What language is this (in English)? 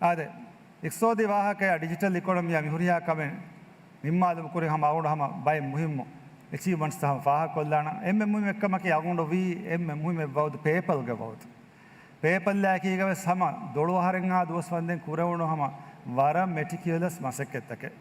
Divehi